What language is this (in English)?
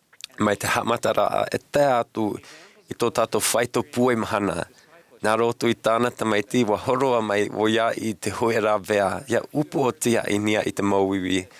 Tahitian